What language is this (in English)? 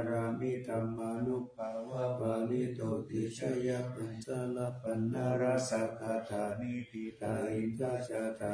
Pali